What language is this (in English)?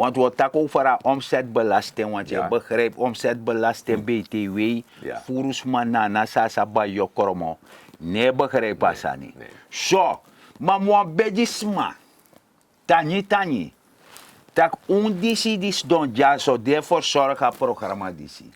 Sranan Tongo